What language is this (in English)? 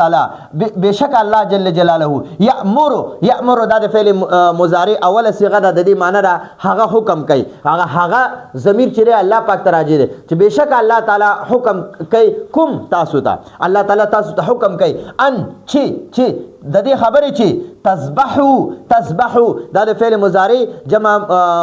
Pashto